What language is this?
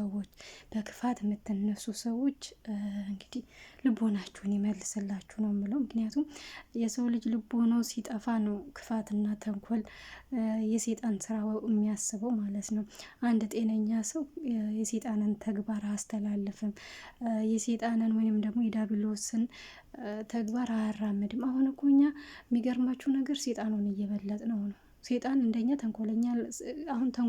Amharic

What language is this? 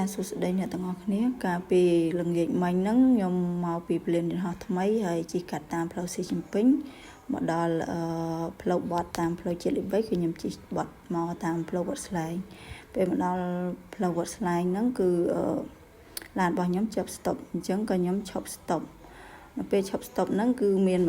Khmer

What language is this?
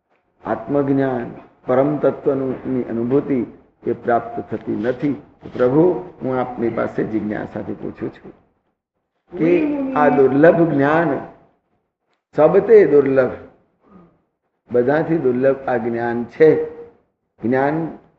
Gujarati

